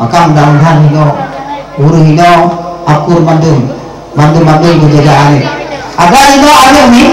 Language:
Achinese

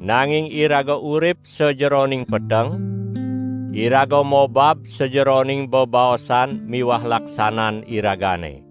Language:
Balinese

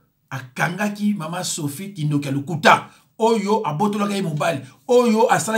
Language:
Lingala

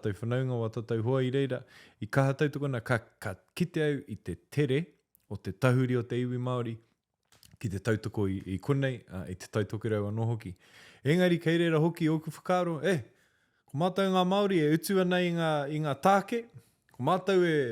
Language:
Māori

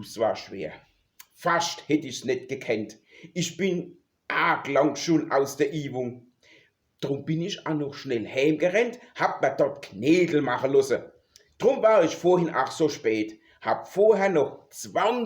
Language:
Palatine German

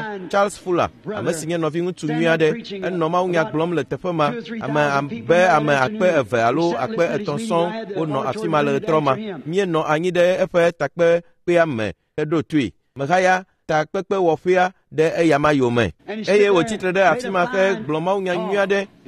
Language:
Ewe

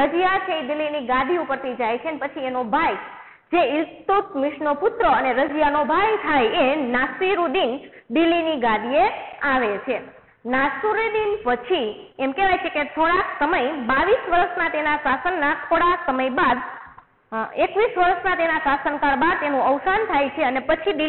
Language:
Gujarati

